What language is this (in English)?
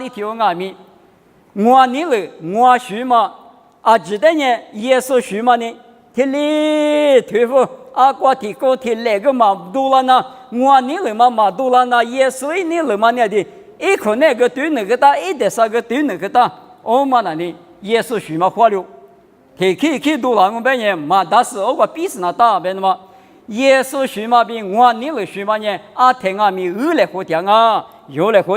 Lisu